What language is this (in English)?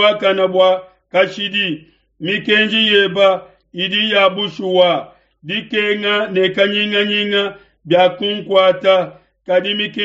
Luba-Lulua